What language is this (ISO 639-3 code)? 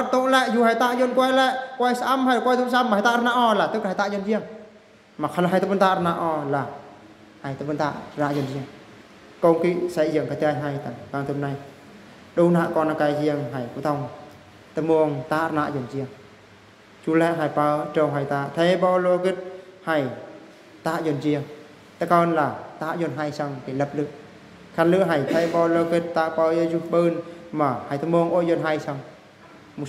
bru